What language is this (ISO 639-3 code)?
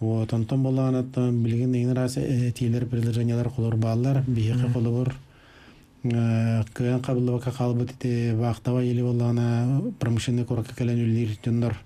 sah